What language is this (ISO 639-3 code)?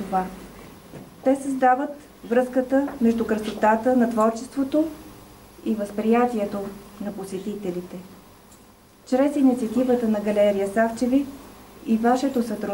bul